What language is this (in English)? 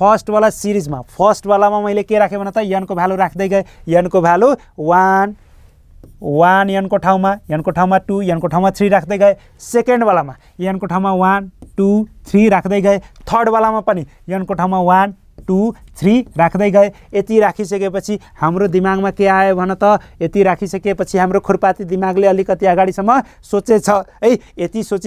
Nepali